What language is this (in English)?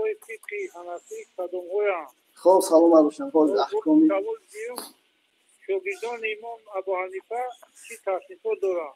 Tajik